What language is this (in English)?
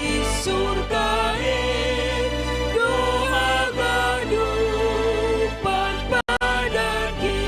Batak Simalungun